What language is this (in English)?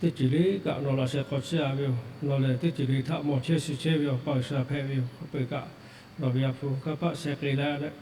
Lahu